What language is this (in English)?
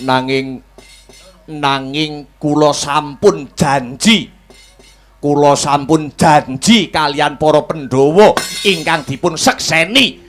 Javanese